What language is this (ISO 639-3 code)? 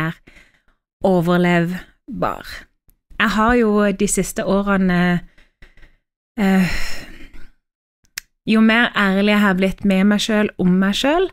nor